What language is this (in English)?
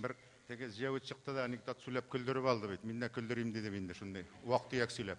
Tatar